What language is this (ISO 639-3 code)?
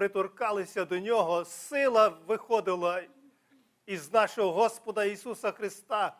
ukr